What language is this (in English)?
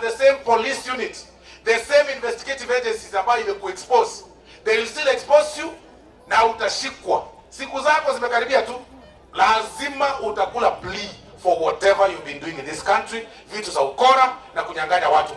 Gusii